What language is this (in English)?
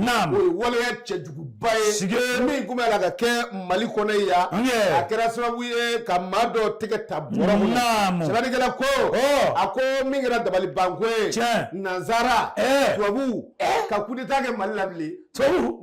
Bambara